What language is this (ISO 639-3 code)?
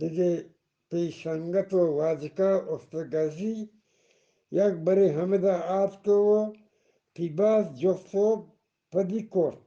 bgp